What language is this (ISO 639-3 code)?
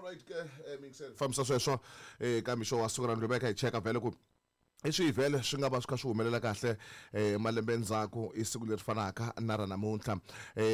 tso